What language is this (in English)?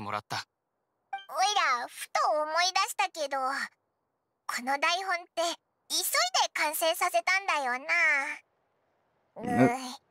Japanese